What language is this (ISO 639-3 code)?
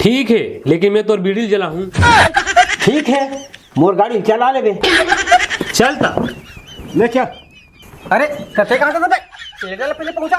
hne